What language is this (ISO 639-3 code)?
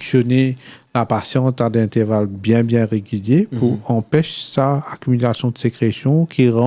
mfe